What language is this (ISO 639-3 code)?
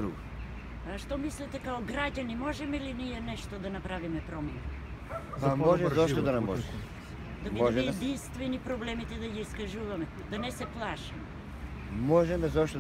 mkd